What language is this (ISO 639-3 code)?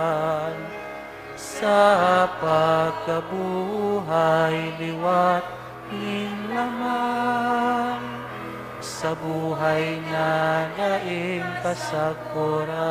bik